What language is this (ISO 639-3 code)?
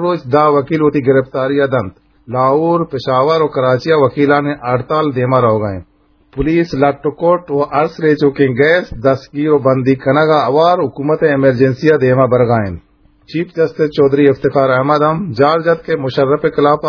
bgp